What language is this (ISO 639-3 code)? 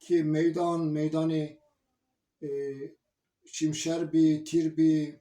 zza